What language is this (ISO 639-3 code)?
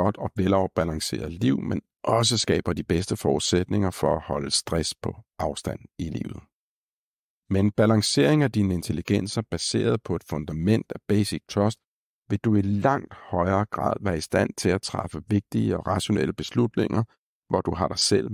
dan